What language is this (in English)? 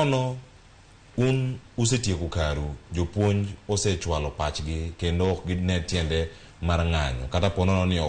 Luo (Kenya and Tanzania)